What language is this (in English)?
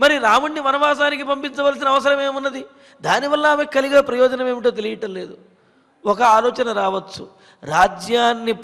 Telugu